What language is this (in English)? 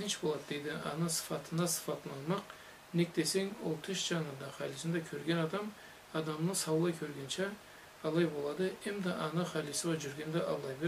Karachay-Balkar